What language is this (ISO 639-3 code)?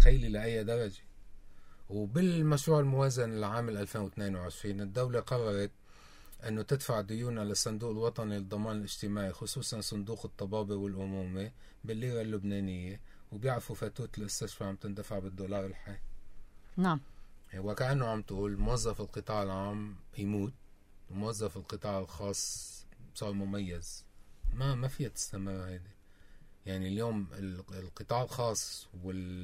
apc